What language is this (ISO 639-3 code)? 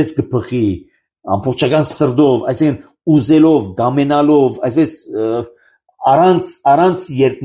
hye